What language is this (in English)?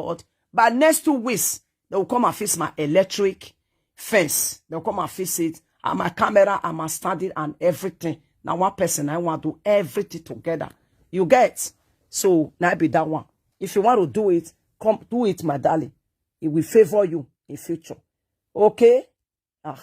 Nigerian Pidgin